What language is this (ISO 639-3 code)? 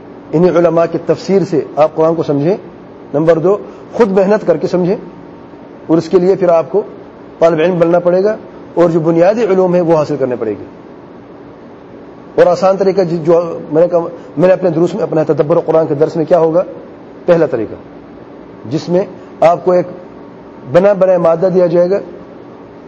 urd